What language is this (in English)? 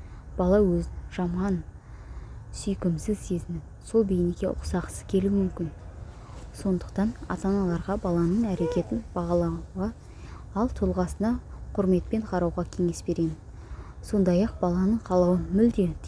Kazakh